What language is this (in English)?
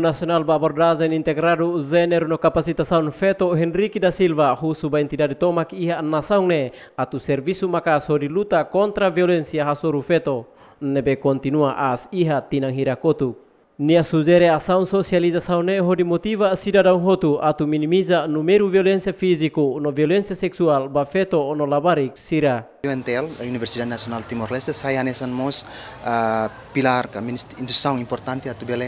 Tetum